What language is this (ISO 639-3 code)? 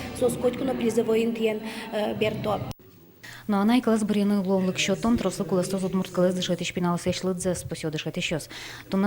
udm